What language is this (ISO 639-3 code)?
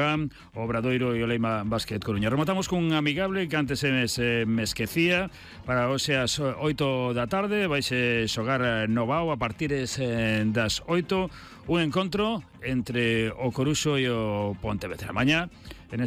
glg